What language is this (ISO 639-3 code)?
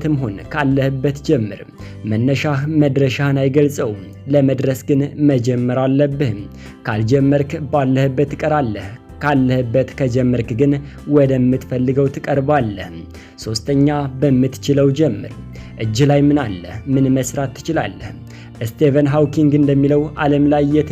amh